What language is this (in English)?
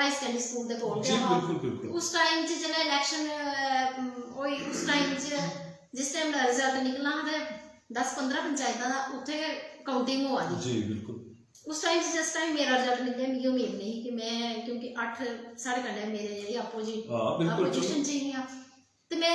Dogri